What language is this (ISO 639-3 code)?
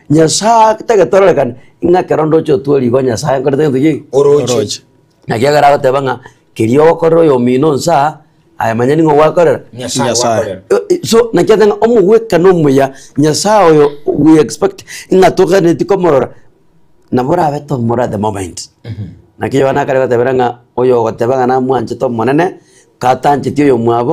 guz